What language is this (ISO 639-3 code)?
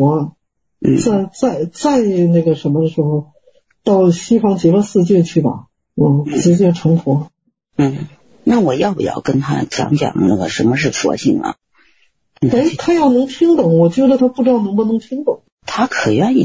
zho